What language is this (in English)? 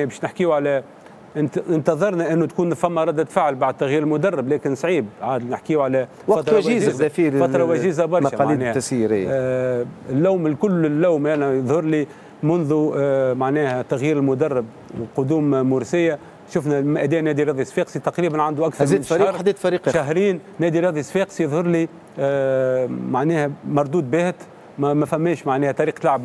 Tunisian Arabic